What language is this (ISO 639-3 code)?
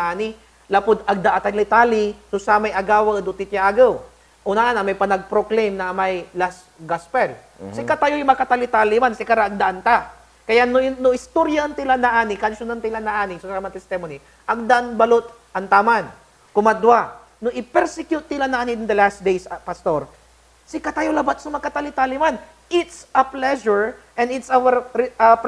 pag